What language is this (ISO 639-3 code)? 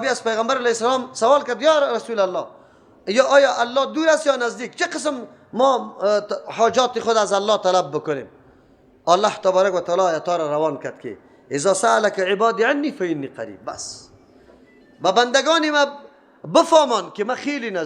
fas